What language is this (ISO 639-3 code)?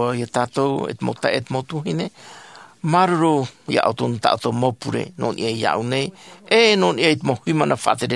tah